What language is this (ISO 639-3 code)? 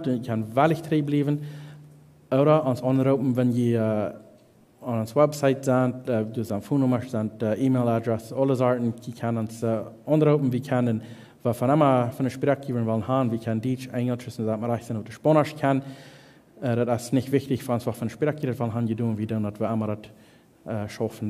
pdt